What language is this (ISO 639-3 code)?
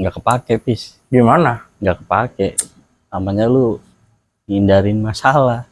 bew